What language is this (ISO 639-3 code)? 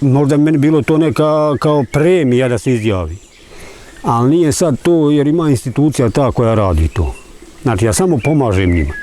bos